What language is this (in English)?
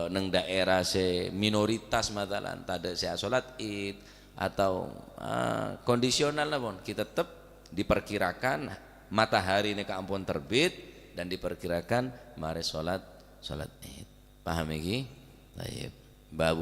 Madurese